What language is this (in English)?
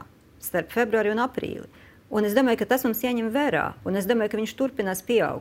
Latvian